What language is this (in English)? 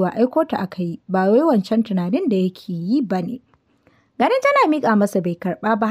Hausa